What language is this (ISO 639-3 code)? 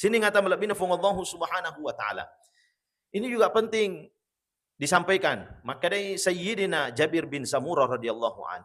bug